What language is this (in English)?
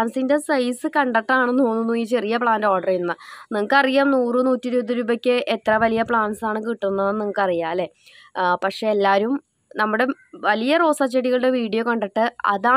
Malayalam